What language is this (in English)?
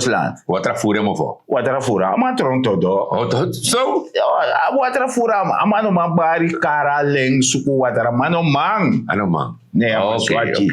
Sranan Tongo